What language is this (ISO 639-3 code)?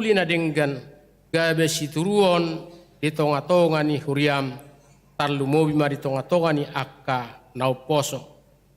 bbc